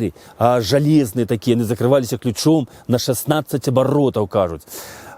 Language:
Belarusian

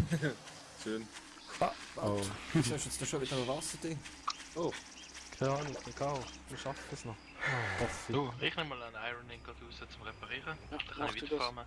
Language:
Swiss German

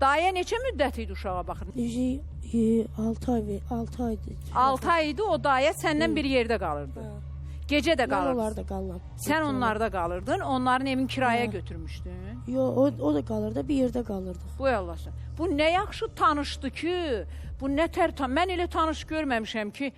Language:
Azerbaijani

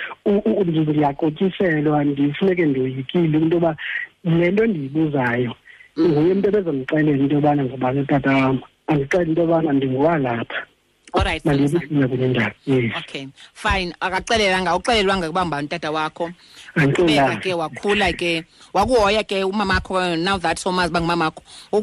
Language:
Xhosa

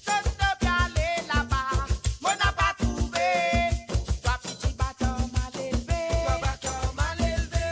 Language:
Morisyen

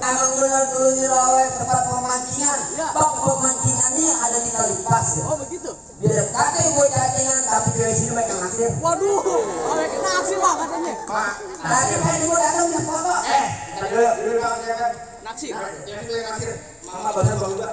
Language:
Betawi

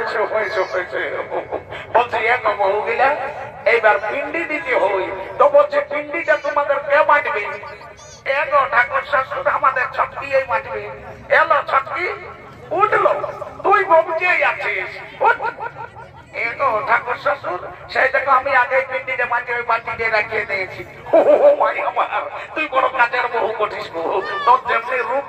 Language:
Bangla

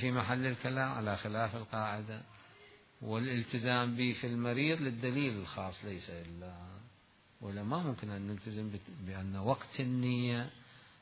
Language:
Mesopotamian Arabic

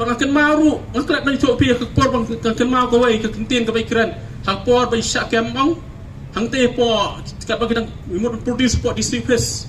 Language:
Khasi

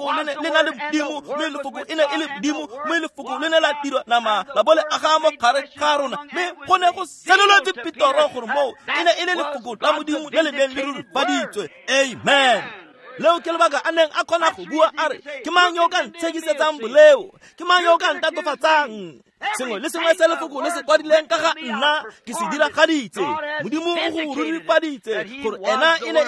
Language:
Tswana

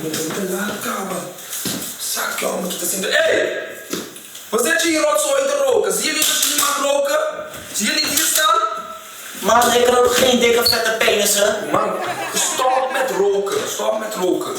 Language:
Papiamento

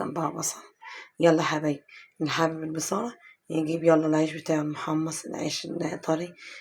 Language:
Egyptian Arabic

